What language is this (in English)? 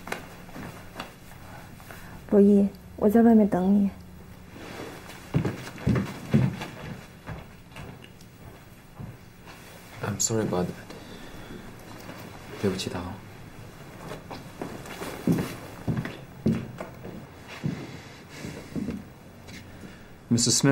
Chinese